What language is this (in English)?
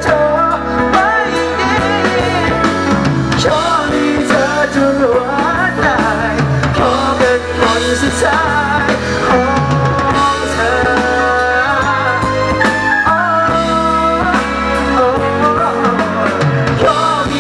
Thai